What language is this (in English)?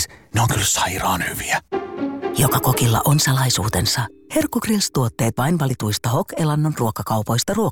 Finnish